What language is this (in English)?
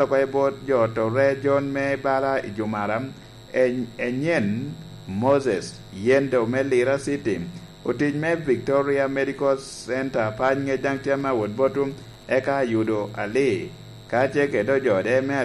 Lango (Uganda)